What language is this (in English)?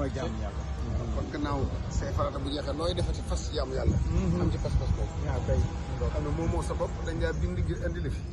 Wolof